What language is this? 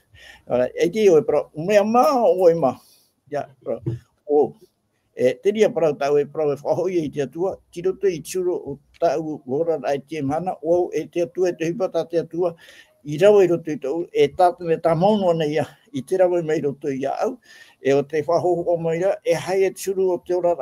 Tahitian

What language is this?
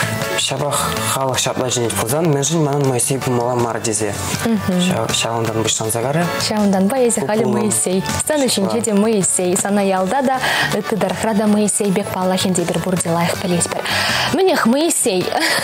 Chuvash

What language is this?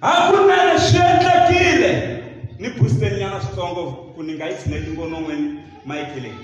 Tsonga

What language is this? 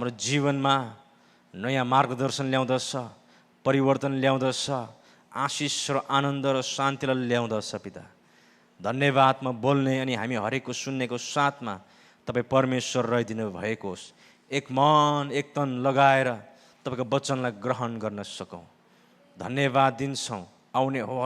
Nepali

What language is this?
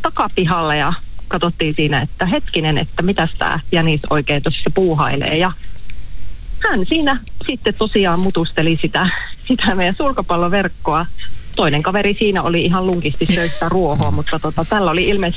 Finnish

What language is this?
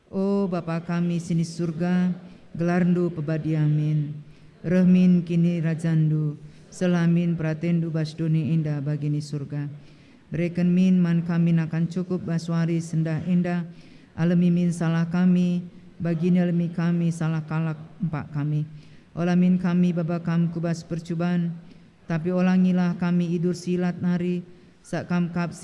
Batak Karo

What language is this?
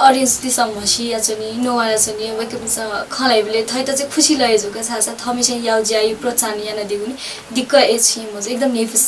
Newari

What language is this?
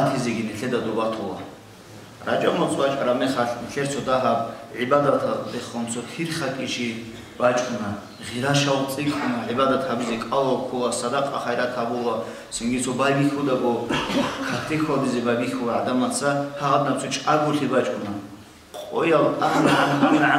Avaric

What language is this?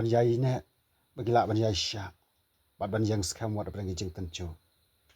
Khasi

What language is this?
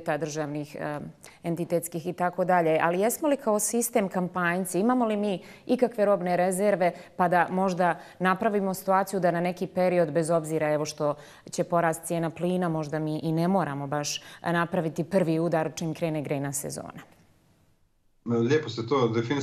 Bosnian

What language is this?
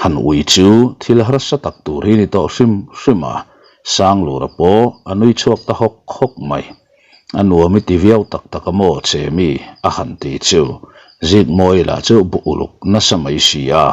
Mizo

